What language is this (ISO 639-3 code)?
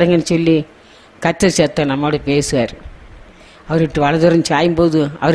tam